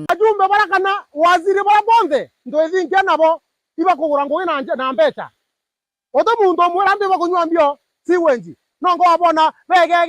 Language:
Meru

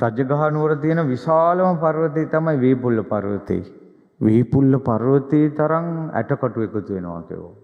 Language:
Sinhala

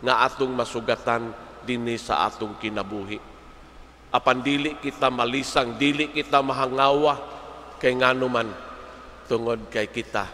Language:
Cebuano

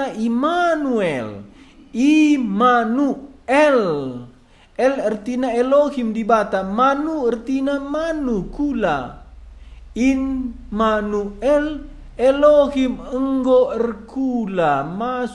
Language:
Batak Karo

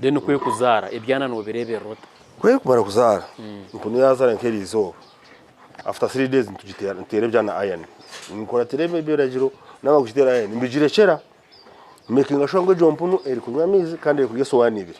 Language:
Nyankole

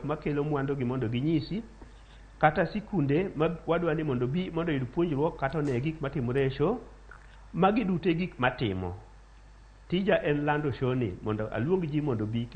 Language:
Luo (Kenya and Tanzania)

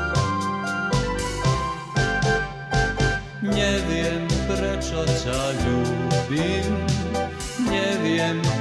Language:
Slovak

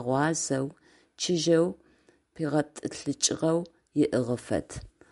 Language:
Adyghe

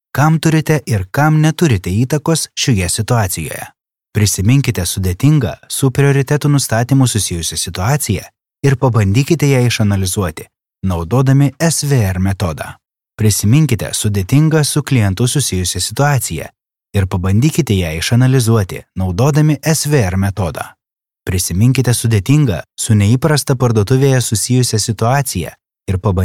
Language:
Lithuanian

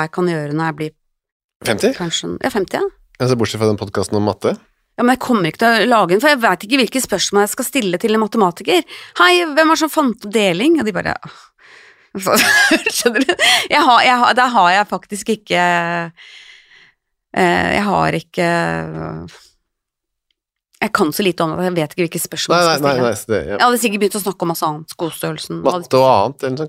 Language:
Norwegian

